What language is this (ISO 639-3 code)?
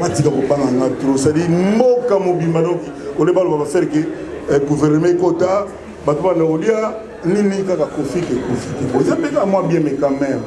lin